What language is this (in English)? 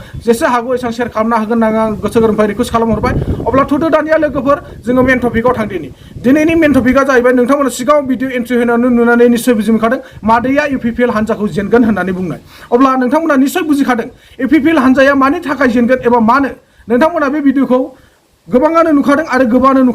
Bodo